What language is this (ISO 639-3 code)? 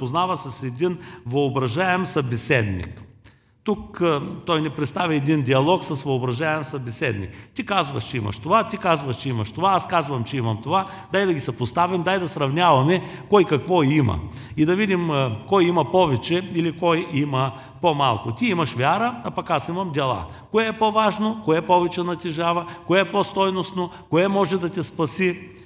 bul